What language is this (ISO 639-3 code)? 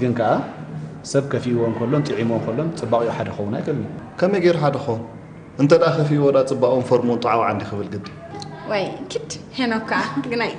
tir